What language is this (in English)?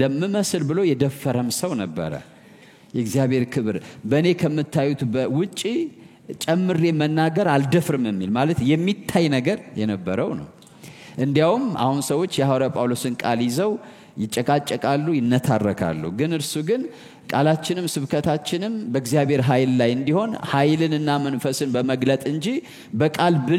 Amharic